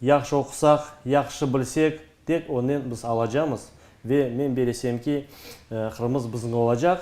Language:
Crimean Tatar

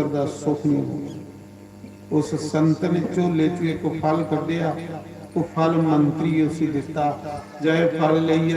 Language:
Dogri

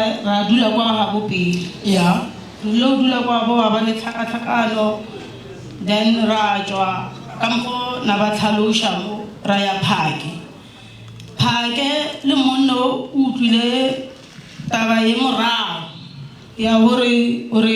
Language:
Northern Sotho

